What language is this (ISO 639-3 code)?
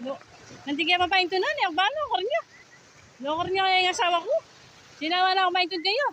pam